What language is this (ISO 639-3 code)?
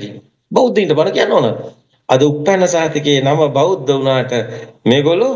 sin